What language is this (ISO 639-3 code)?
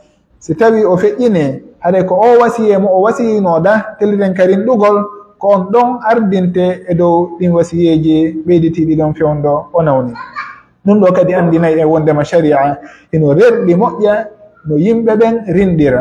fuf